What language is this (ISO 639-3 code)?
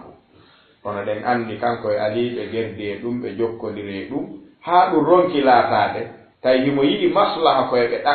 ful